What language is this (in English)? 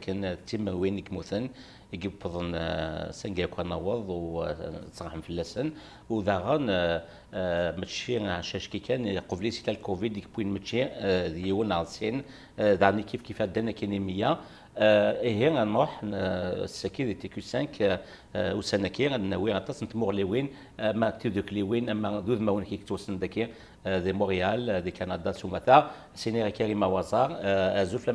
Kabyle